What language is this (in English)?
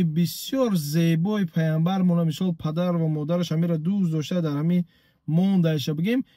Tajik